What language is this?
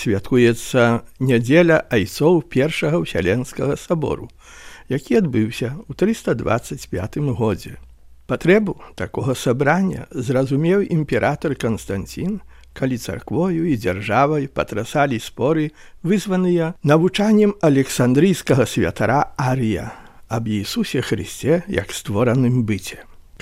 Belarusian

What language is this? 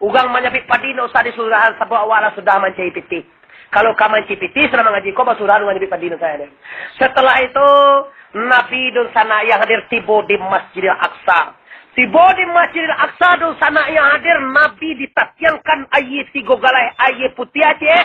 Minangkabau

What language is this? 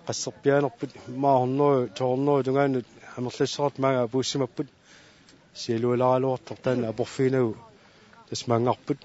Kalaallisut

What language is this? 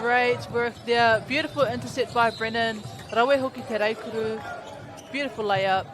Māori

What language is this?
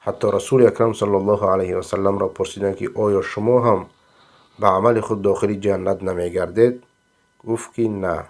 Persian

